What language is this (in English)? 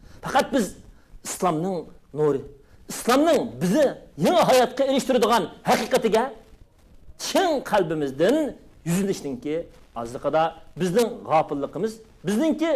Uyghur